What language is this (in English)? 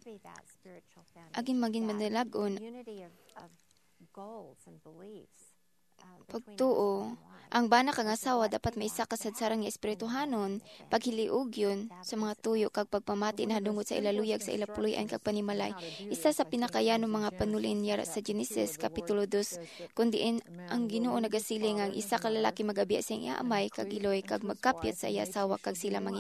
Hiligaynon